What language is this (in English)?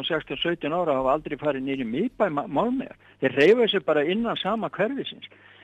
Icelandic